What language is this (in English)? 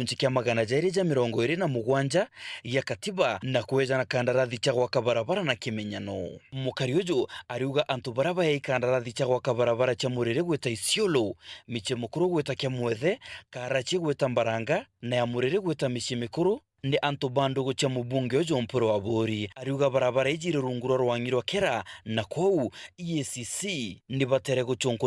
Meru